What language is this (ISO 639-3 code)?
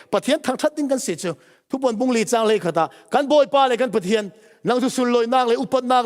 cfm